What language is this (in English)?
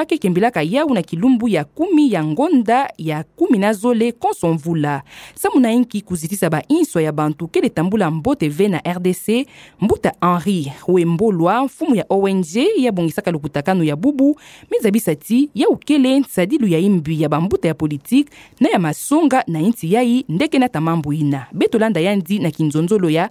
Kituba (Democratic Republic of Congo)